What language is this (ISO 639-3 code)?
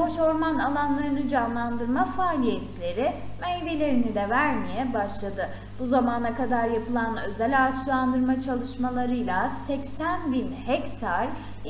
tur